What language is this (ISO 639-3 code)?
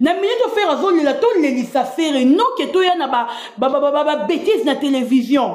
lin